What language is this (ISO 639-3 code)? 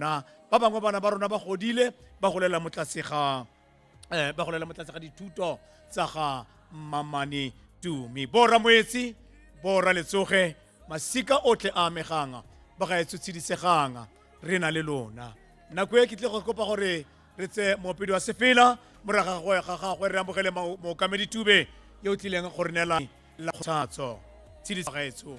tsn